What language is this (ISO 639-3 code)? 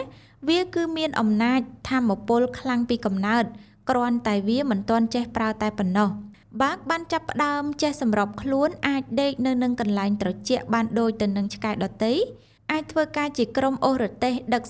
khm